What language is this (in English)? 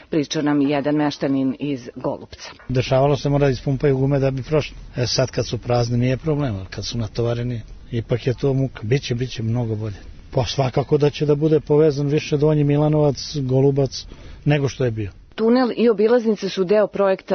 Serbian